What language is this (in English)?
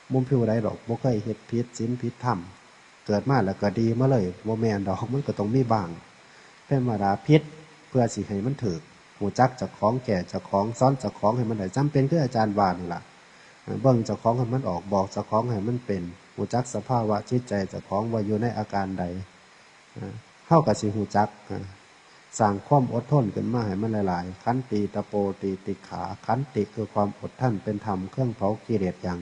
Northeastern Thai